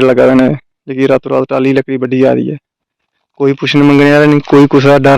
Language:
Dogri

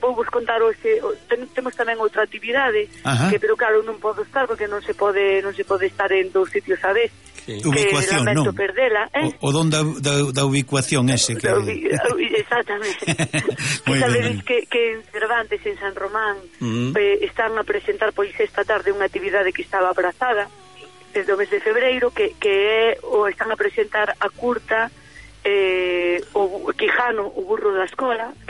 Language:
Galician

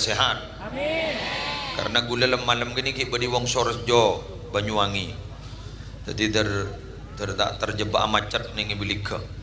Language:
Madurese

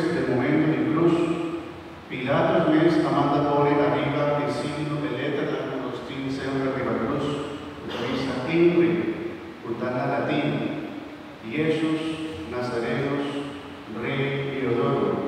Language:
Papiamento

